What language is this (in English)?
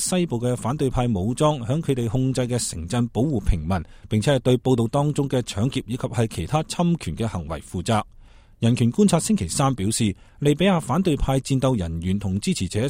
Cantonese